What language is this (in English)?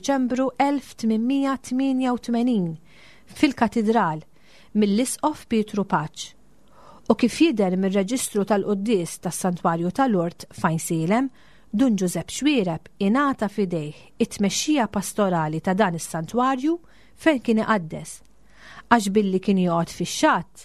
Maltese